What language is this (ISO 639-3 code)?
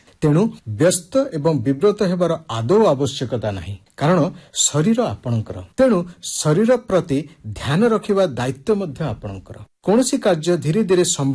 ori